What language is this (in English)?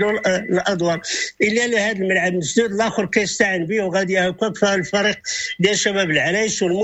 Moroccan Arabic